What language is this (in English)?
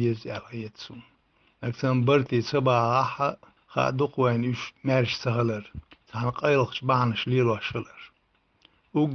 Chechen